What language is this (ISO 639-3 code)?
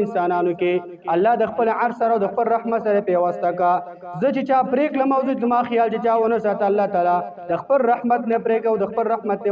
pus